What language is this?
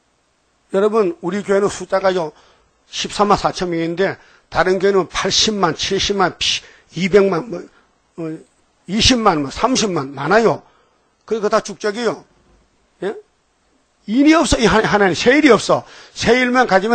Korean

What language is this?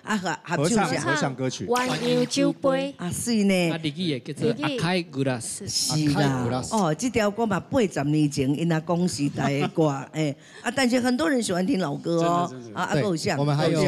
Min Nan Chinese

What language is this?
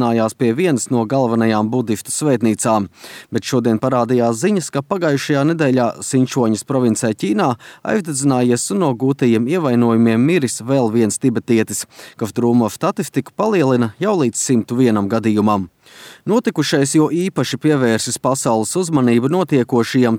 Latvian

